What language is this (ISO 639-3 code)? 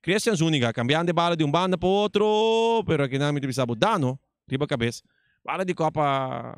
pap